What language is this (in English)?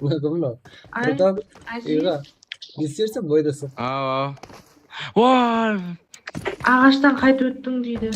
Kara-Kalpak